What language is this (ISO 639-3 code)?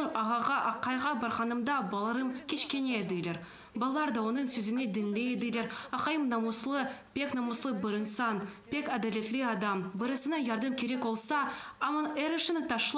crh